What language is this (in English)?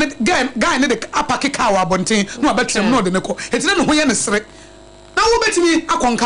Akan